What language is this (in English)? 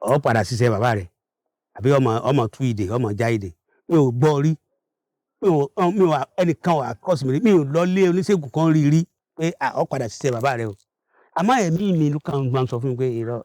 Yoruba